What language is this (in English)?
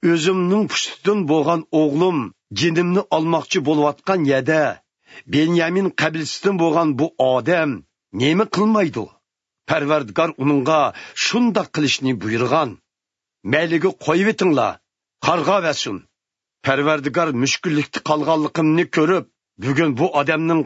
Uyghur